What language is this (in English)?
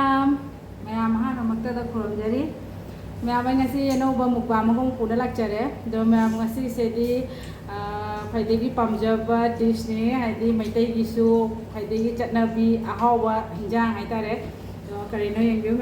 Manipuri